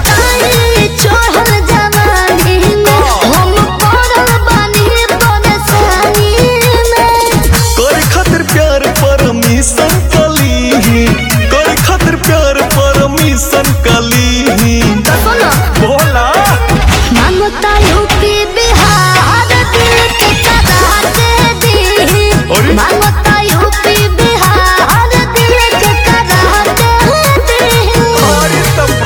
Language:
Bhojpuri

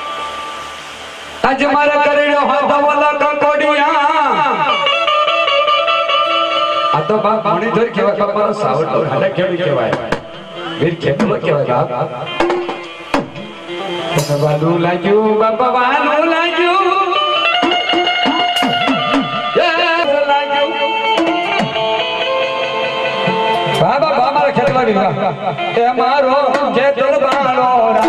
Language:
Gujarati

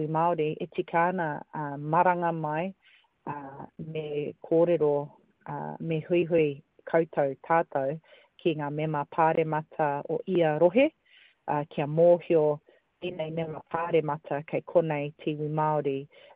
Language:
Māori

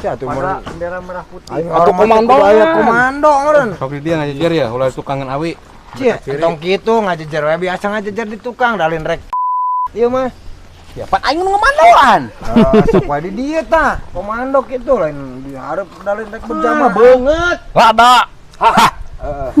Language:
Sundanese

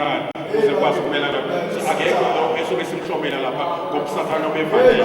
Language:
Zulu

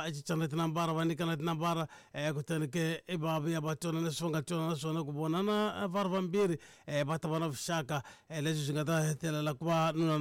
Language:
Tsonga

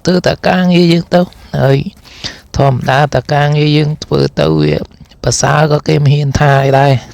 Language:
Khmer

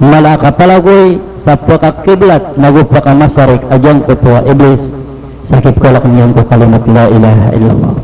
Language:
Maranao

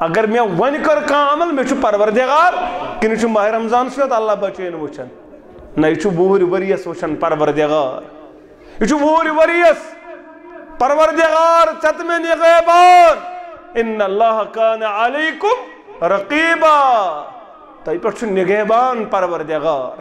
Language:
Kashmiri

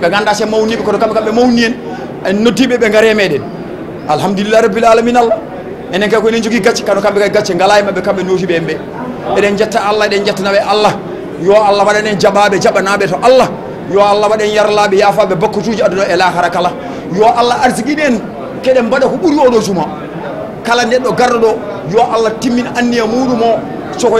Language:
Fula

